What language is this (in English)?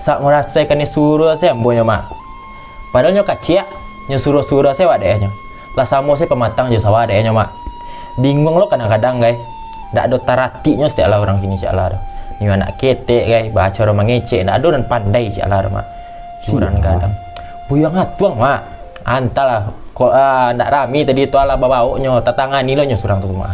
Minangkabau